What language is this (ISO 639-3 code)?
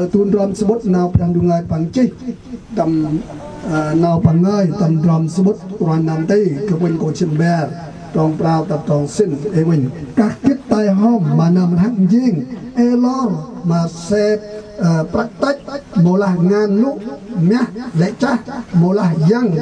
cmo